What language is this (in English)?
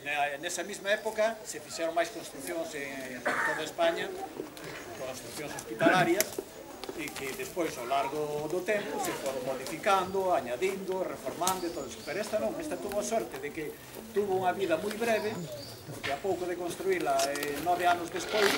Galician